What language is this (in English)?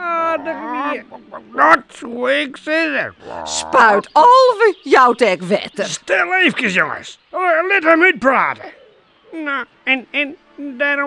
Western Frisian